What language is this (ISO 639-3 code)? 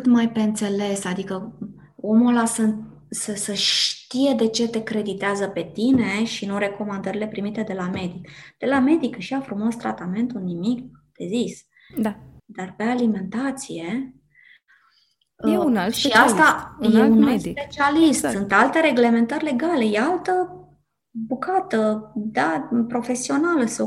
ron